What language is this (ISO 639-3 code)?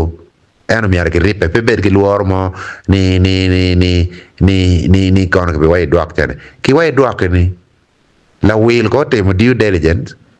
ach